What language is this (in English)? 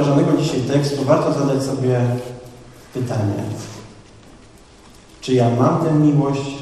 Polish